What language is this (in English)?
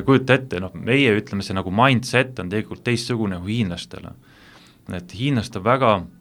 Estonian